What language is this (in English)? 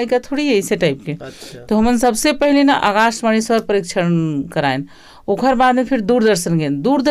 Chhattisgarhi